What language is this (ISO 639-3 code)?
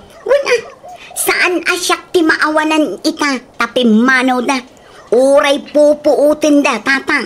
ilo